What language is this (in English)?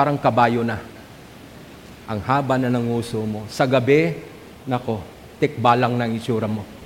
Filipino